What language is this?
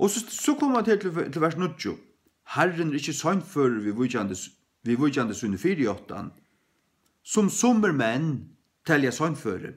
Faroese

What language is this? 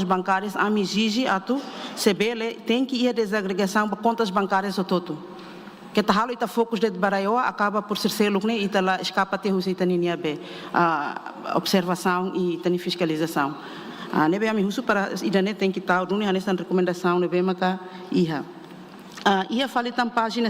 Tetum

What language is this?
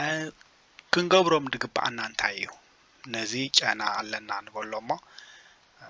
Tigrinya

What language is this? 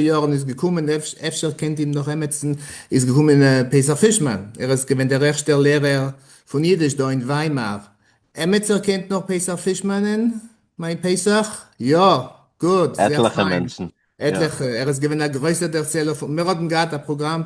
Yiddish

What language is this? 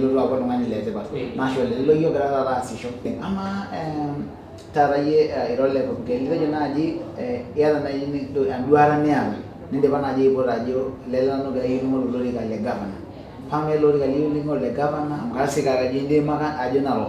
Masai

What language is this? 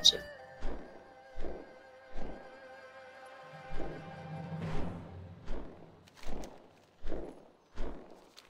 English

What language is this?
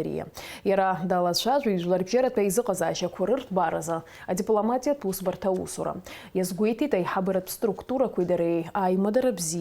Abkhazian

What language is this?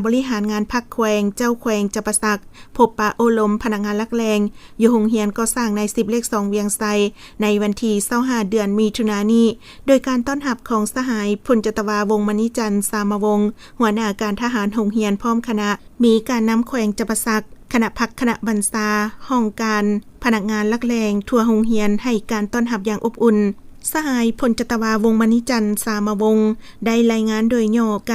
Lao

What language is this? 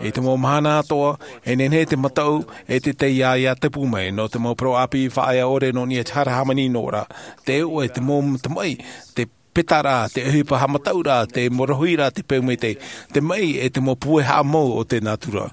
Tahitian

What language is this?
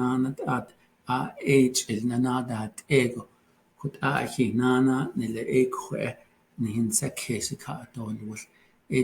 Navajo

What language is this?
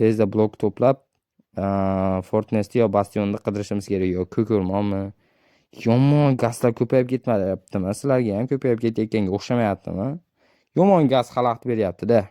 Uzbek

